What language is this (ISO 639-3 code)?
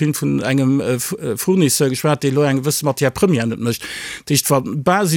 ltz